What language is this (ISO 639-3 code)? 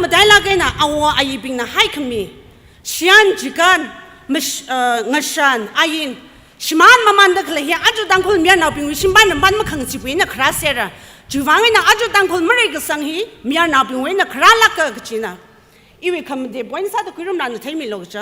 nmf